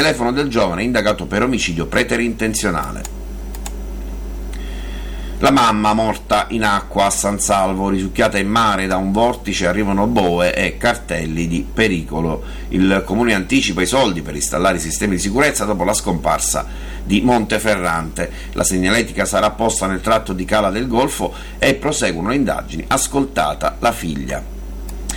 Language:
Italian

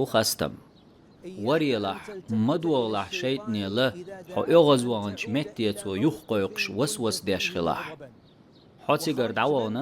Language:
Chechen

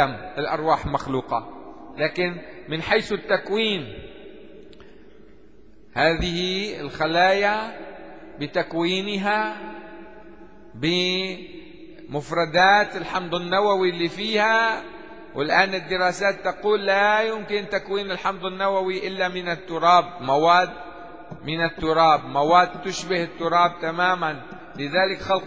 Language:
Arabic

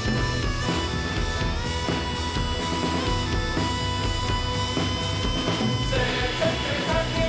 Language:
Estonian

